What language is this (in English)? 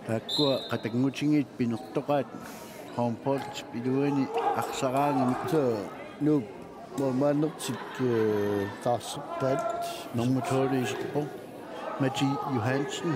Kalaallisut